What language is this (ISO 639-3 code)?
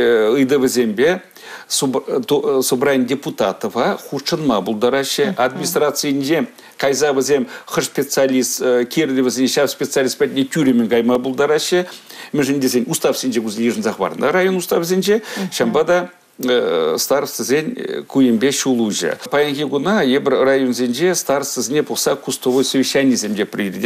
chv